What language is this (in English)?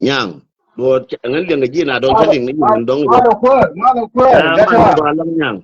Nuer